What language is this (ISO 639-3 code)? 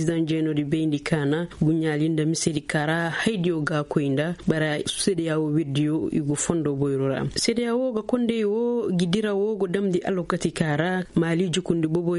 ses